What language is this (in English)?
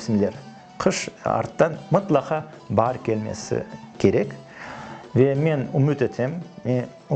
Crimean Tatar